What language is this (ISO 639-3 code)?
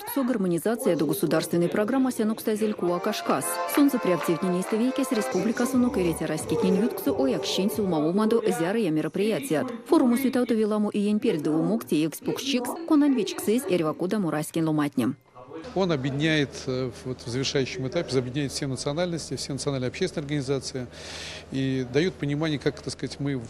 myv